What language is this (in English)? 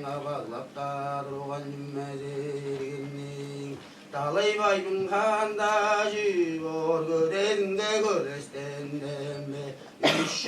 Tuvinian